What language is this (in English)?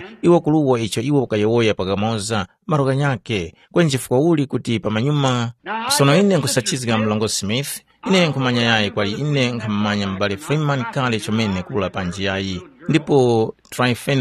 Tumbuka